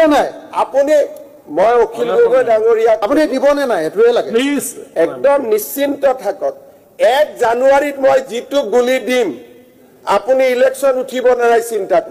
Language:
Assamese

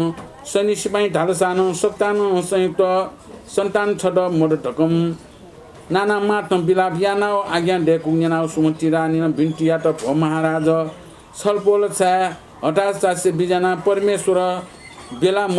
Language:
Newari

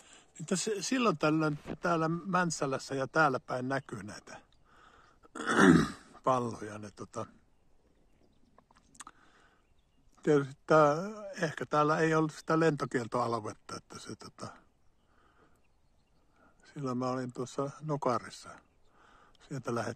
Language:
Finnish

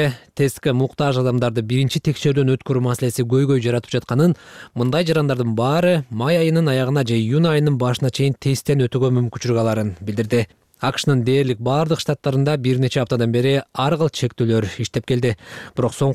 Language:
Kyrgyz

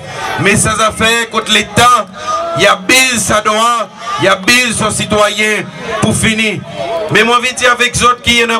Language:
Seselwa Creole French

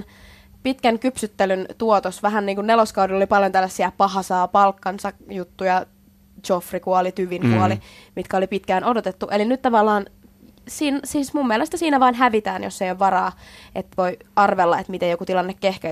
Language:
Finnish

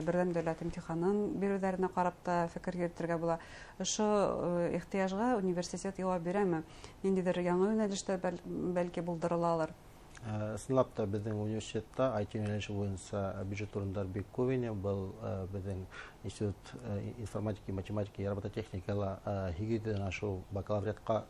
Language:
Bashkir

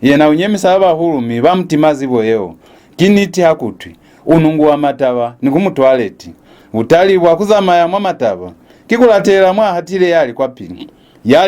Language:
Lozi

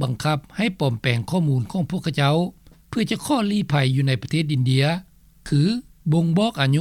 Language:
Lao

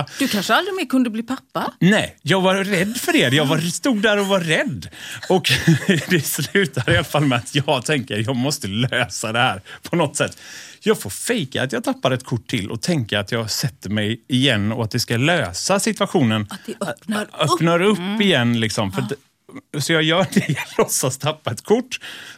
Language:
Swedish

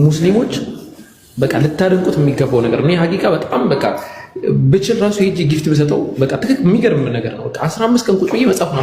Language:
Amharic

